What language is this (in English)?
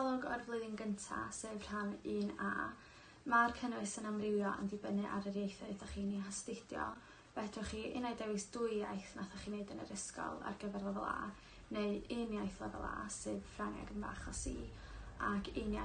Welsh